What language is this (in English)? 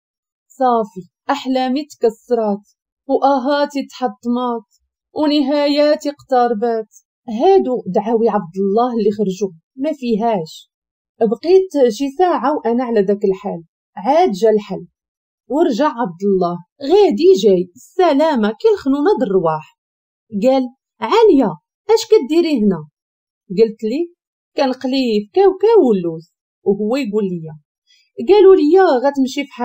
Moroccan Arabic